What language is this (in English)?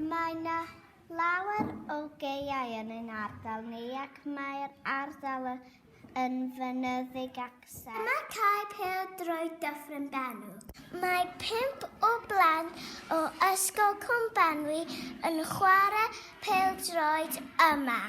Welsh